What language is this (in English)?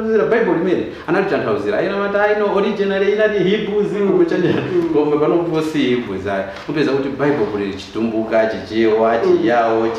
Nyanja